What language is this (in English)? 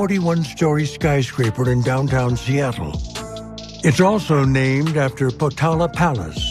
English